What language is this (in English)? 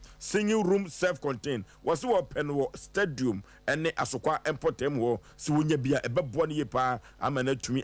Akan